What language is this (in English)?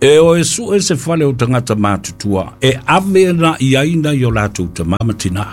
Samoan